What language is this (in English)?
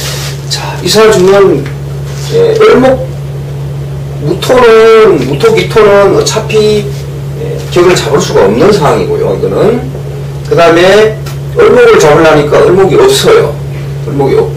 Korean